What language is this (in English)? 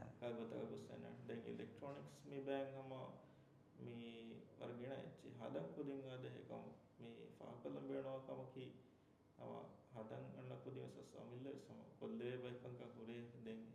Divehi